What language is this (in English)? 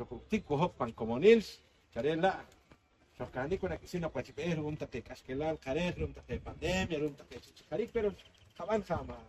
Poqomchi'